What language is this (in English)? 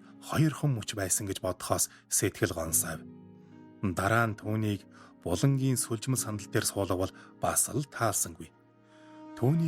Mongolian